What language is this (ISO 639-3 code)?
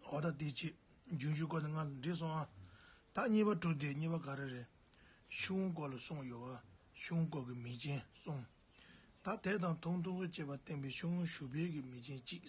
bod